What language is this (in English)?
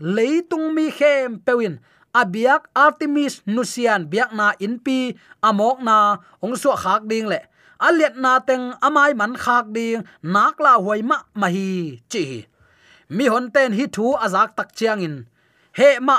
Tedim Chin